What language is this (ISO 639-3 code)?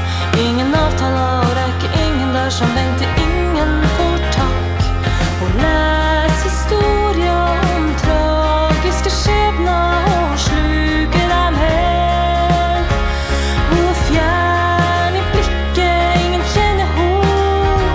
nor